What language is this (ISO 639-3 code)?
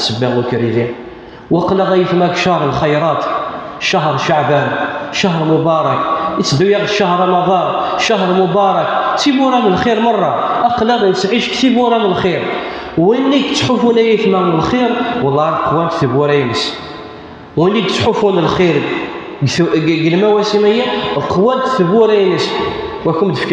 kab